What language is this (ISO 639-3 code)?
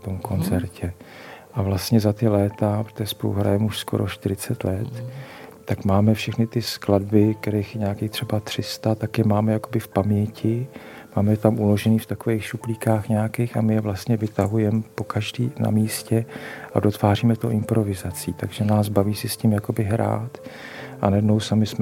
ces